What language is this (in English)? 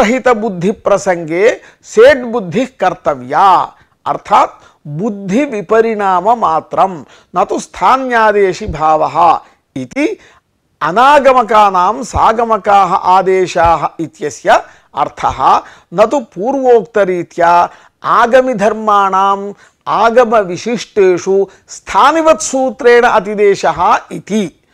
Sanskrit